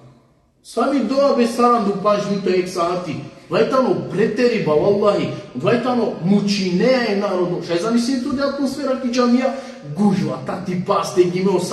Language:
Balkan Romani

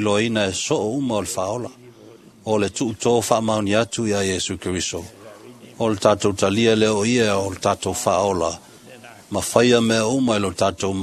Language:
Samoan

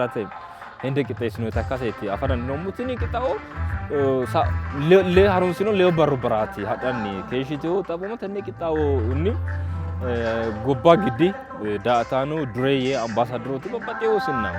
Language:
Sidamo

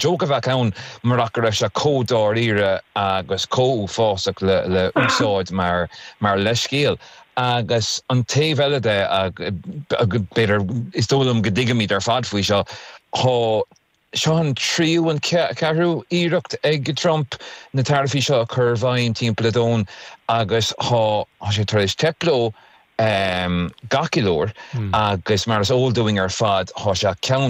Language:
Irish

